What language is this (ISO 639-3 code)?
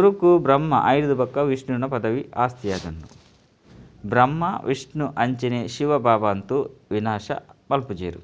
tcy